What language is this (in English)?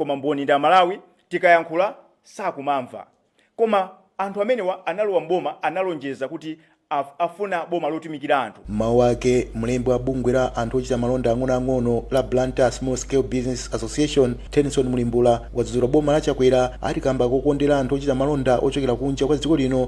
Nyanja